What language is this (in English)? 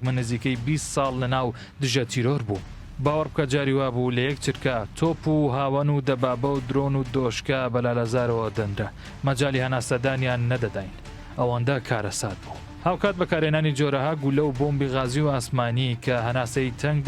Central Kurdish